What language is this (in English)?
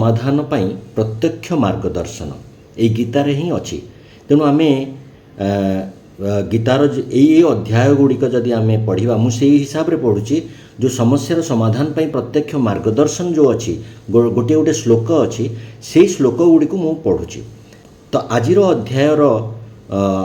Odia